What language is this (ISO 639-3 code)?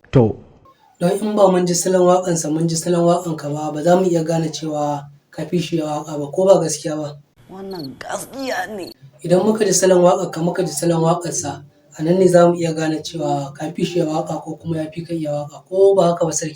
hau